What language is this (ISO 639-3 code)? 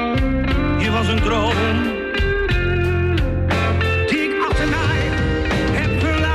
nld